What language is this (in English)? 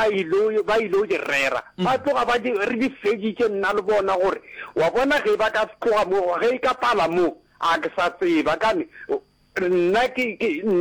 Northern Sotho